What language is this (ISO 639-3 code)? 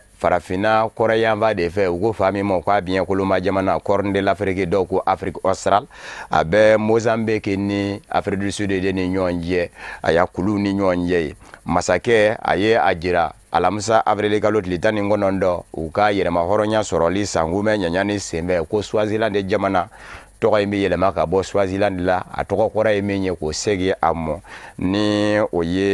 bam